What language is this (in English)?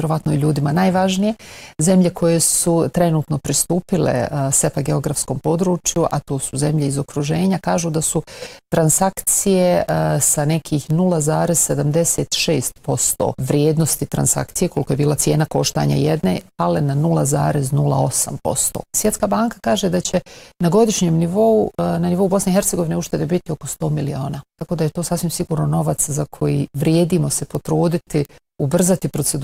Bosnian